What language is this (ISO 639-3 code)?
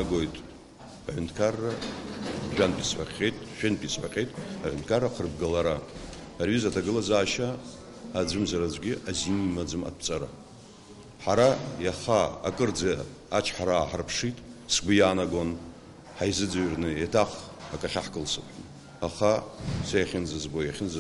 abk